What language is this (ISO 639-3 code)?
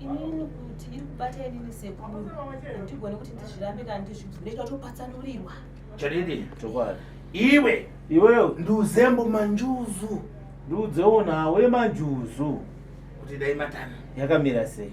sna